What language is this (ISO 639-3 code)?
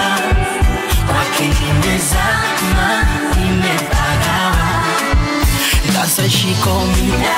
swa